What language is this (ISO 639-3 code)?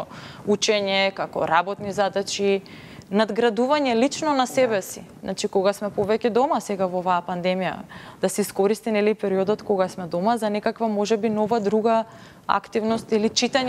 mkd